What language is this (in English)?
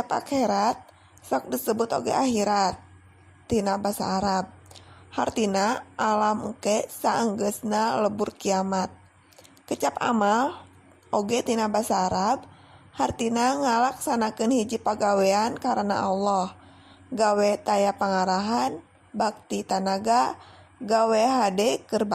Sundanese